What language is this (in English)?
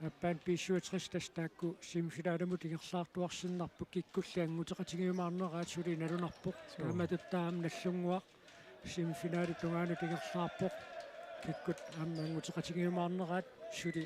Kalaallisut